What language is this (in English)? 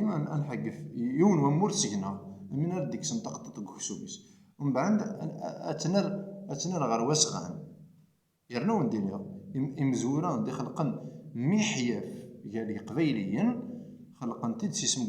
Kabyle